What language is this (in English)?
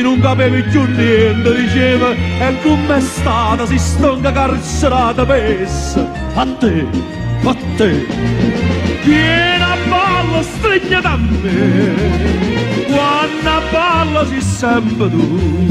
Neapolitan